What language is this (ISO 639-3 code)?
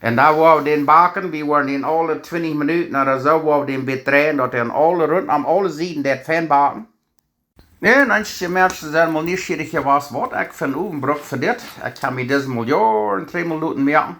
pdt